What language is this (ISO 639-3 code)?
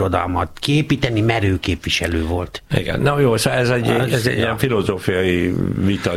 hun